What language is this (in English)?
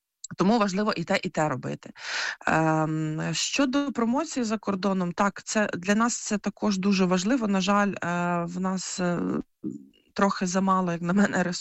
Ukrainian